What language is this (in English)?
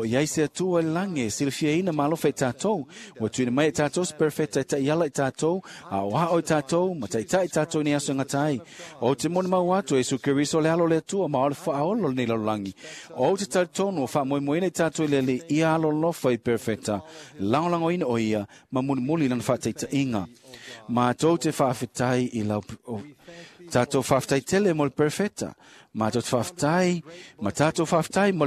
Samoan